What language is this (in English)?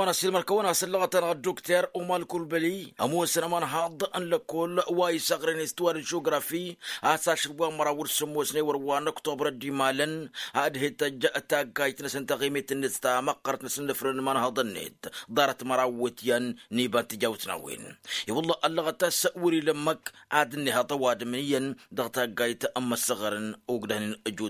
Tamasheq